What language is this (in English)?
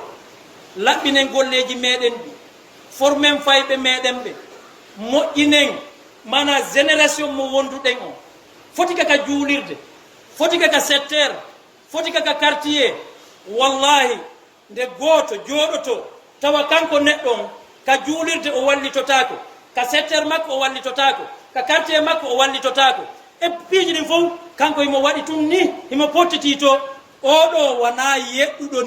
Fula